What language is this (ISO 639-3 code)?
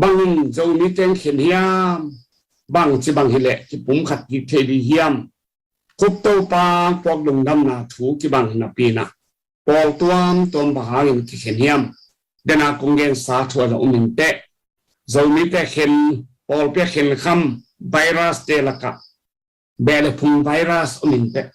ctd